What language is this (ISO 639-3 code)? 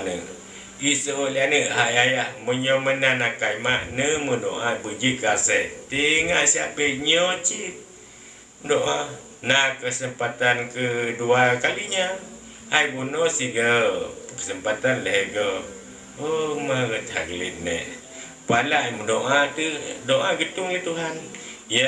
ace